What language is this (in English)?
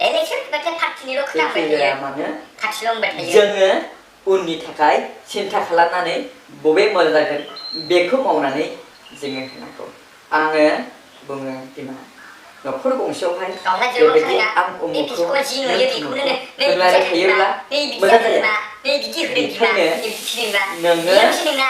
Bodo